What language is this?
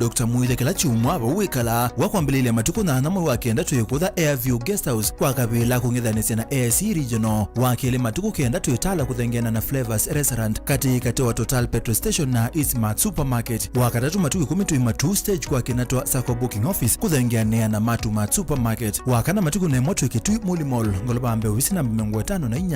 Kamba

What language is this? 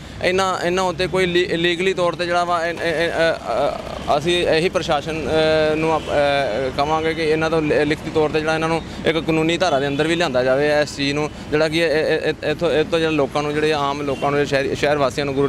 Punjabi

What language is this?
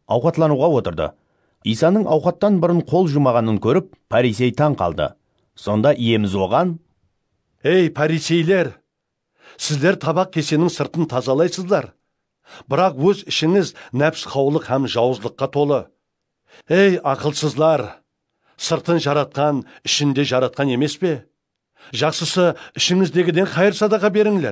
Kara-Kalpak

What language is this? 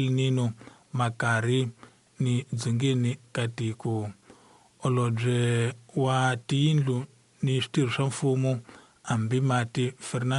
Tsonga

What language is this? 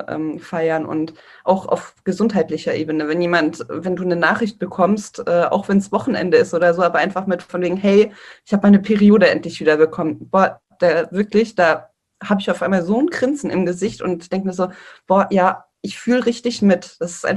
German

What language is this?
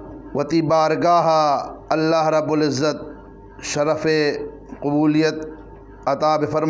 Eastern Balochi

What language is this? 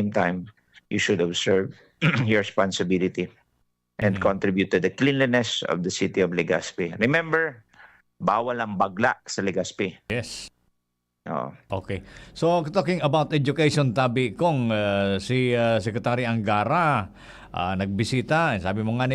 Bikol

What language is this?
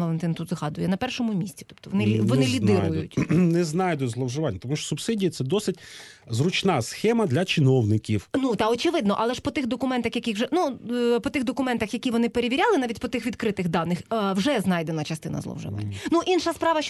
Ukrainian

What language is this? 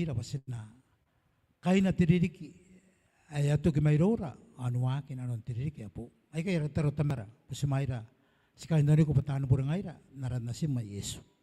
Gilbertese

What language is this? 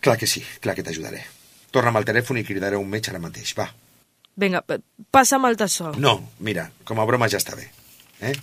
Catalan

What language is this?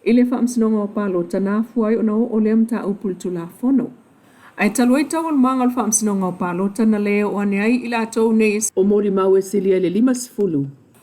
Samoan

